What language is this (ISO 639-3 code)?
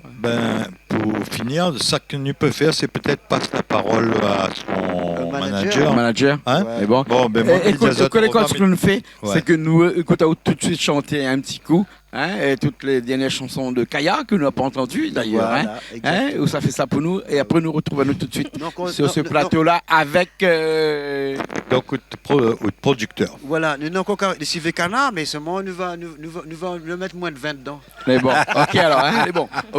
rcf